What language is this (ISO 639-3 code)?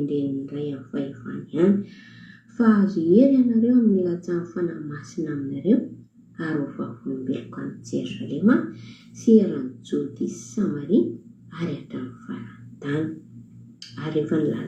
mlg